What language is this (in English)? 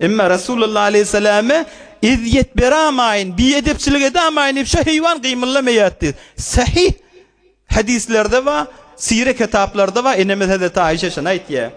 Turkmen